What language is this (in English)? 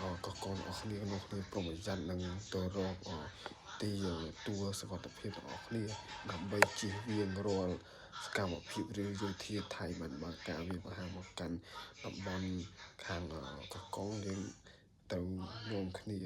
Khmer